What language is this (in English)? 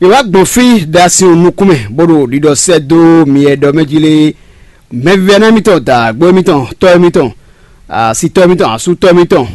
Fon